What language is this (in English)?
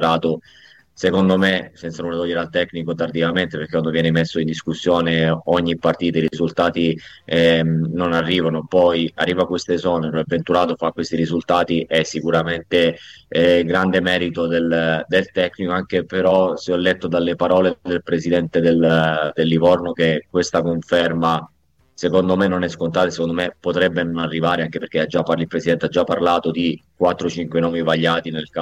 Italian